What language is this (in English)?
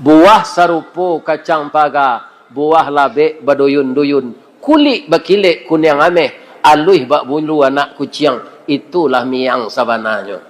Minangkabau